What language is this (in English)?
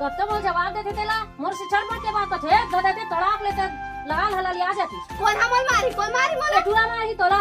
Chhattisgarhi